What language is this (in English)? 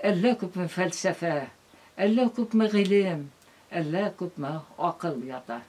Bashkir